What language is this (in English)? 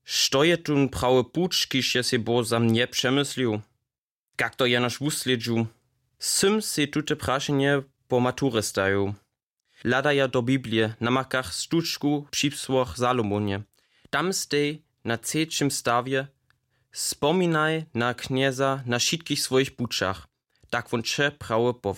Upper Sorbian